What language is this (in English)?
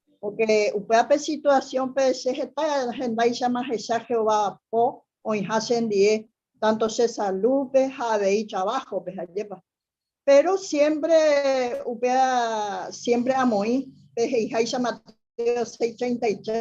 Guarani